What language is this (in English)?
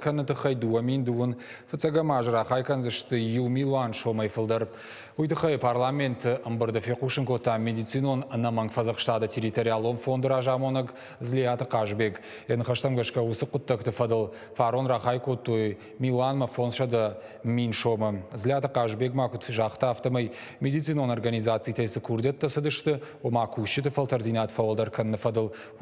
Ossetic